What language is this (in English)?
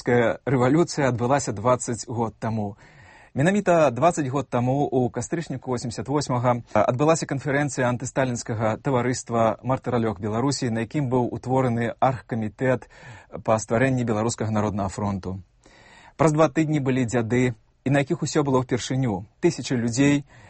Belarusian